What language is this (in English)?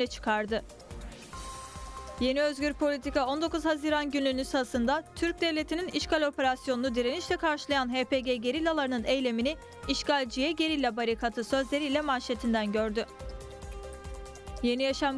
Turkish